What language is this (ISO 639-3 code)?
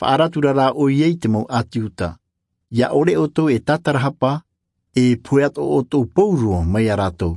tah